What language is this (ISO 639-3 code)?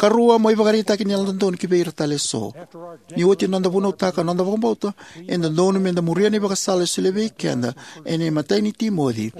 fij